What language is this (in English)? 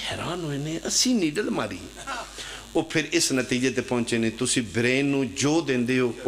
Pahari-Potwari